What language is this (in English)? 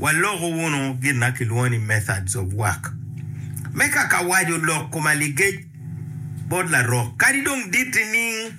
Acoli